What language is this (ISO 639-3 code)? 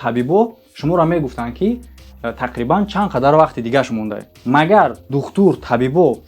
tgk